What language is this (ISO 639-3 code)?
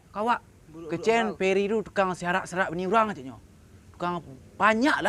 min